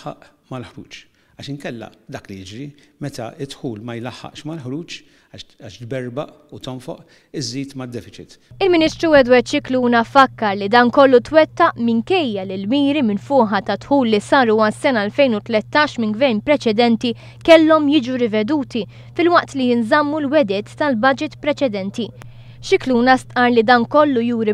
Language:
Maltese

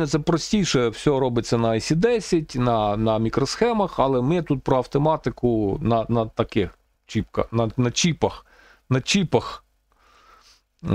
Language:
Ukrainian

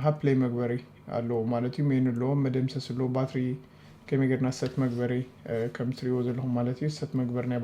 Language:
Tigrinya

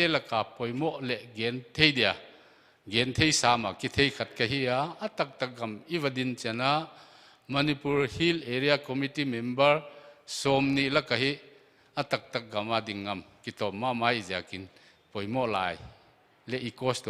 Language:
Paite Chin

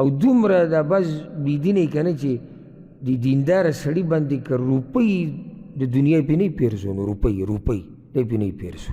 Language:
Pashto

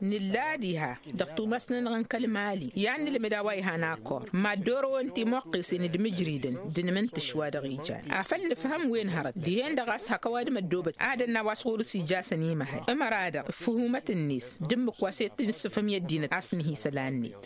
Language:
Tamasheq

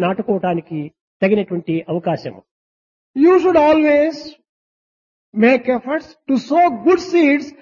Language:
Telugu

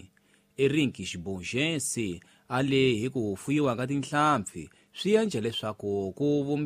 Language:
Tsonga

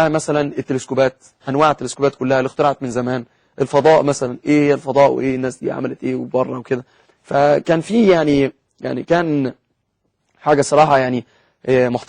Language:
Egyptian Arabic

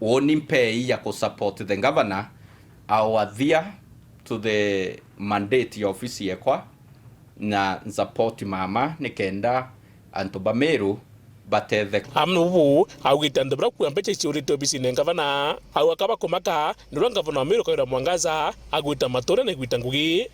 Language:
Meru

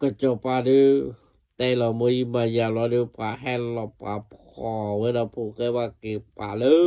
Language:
S'gaw Karen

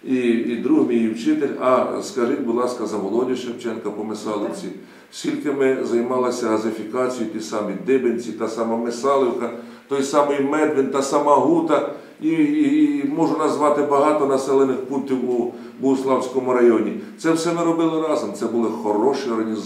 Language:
Ukrainian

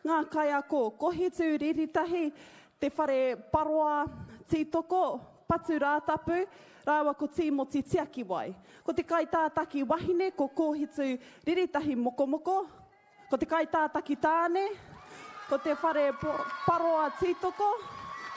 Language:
Māori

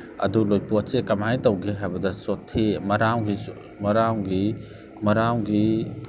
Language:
Manipuri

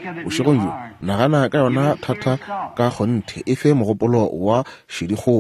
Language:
Northern Sotho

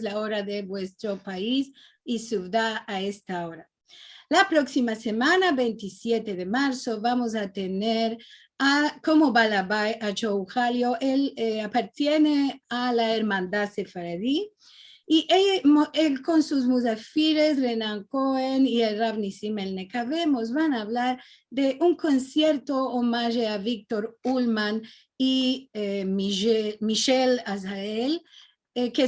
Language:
Ladino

